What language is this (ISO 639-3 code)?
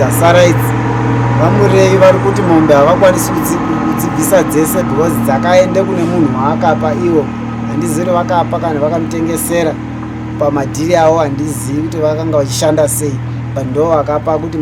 sna